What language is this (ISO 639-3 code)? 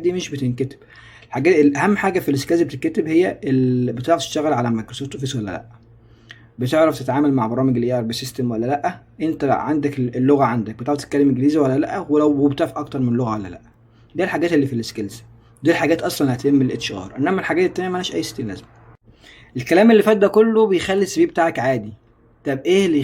arz